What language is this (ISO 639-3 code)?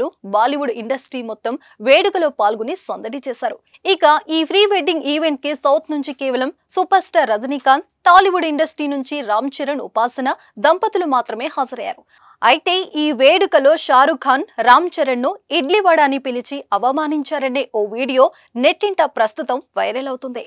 tel